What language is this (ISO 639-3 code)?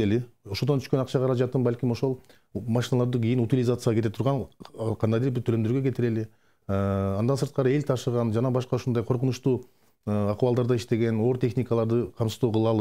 kir